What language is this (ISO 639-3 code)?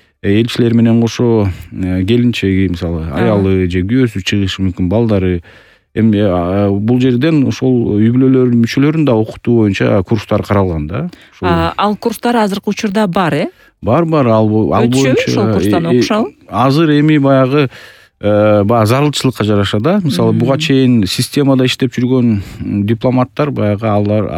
kir